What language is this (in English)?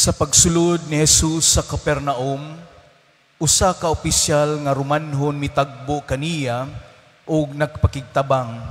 Cebuano